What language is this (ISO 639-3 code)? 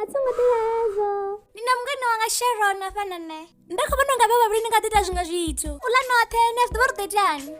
ven